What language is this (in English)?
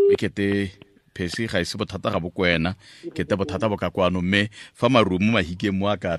Tswana